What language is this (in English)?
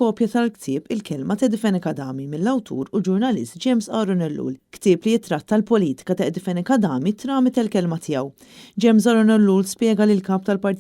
Maltese